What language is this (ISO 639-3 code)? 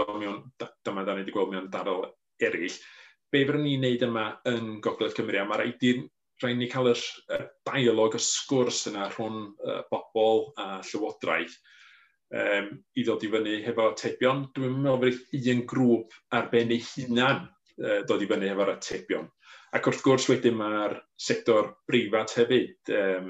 cym